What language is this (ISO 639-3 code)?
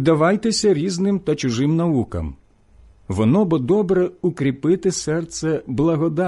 ukr